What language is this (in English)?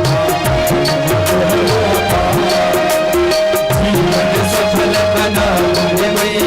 Maithili